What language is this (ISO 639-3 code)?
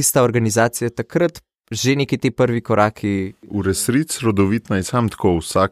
slv